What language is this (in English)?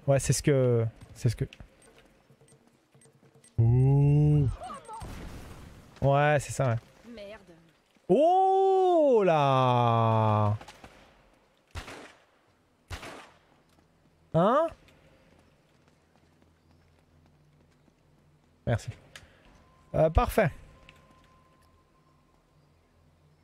French